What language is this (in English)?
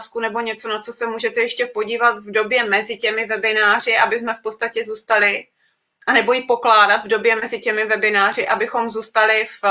Czech